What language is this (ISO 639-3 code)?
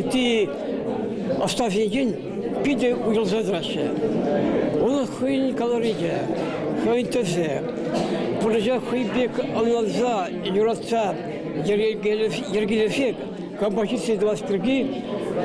chv